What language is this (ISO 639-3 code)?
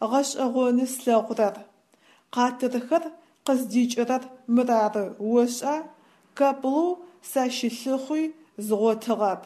ady